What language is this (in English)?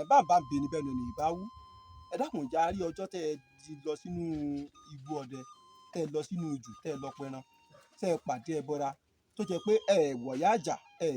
Yoruba